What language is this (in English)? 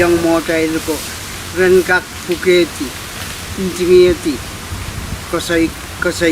Pohnpeian